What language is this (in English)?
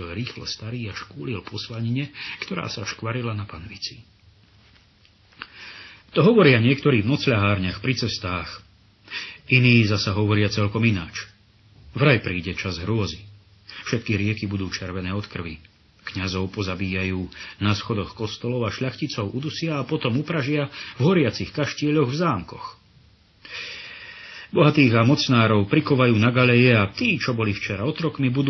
Slovak